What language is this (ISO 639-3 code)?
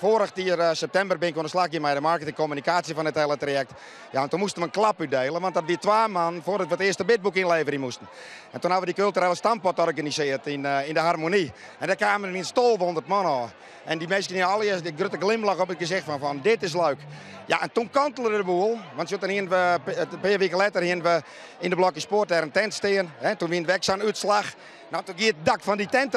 fry